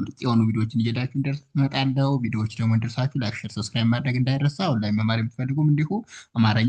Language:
Amharic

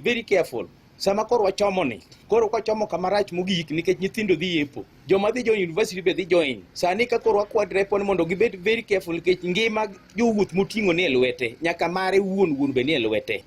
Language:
Luo (Kenya and Tanzania)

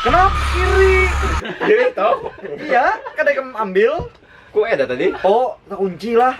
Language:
Banjar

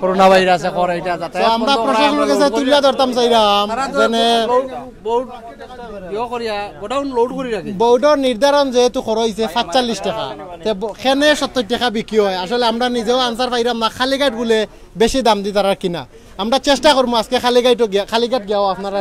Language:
Sylheti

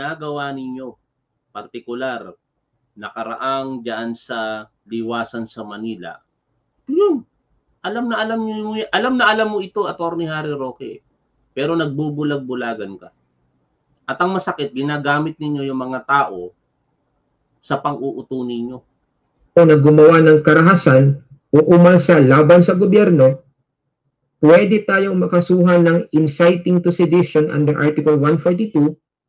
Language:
Filipino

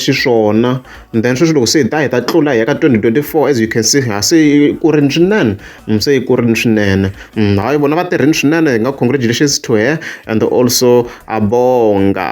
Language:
Tsonga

